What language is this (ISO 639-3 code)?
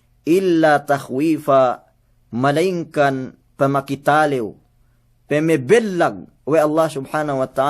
yka